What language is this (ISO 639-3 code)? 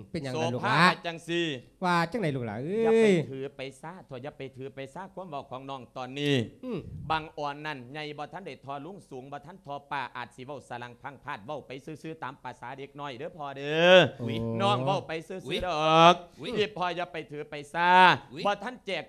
lao